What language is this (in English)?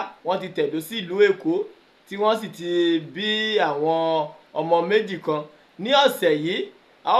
Yoruba